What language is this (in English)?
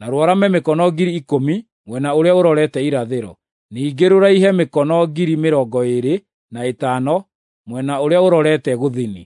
Kikuyu